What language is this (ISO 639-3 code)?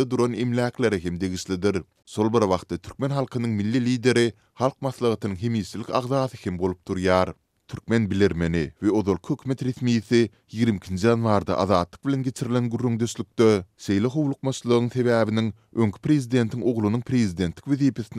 tuk